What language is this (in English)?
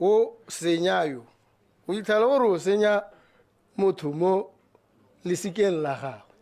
Tswana